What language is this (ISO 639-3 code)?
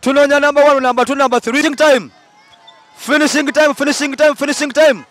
xog